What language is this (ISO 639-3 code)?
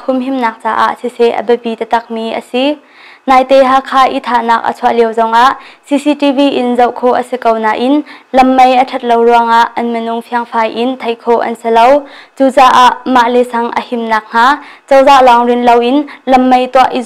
cnh